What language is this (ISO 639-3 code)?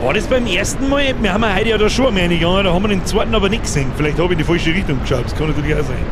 bar